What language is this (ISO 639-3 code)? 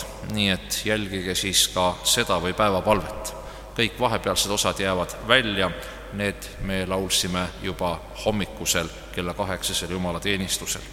est